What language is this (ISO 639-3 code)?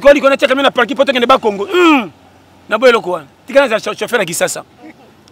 lin